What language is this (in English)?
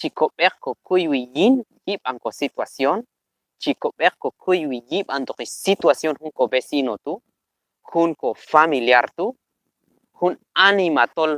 Q'anjob'al